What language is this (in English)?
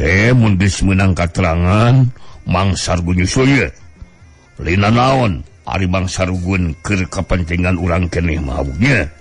Sundanese